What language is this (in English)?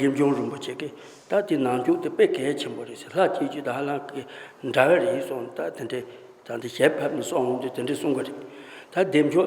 Tibetan